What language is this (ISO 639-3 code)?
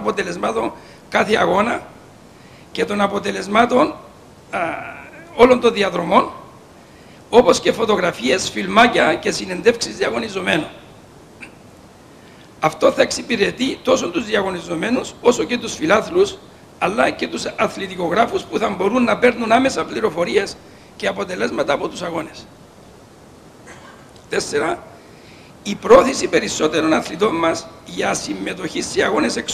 ell